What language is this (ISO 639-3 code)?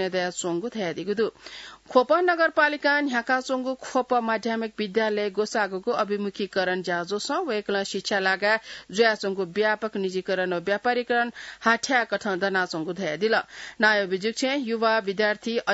new